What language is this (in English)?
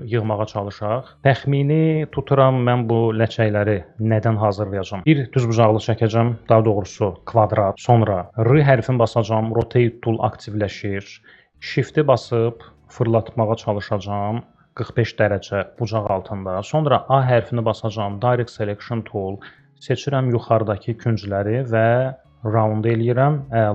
Azerbaijani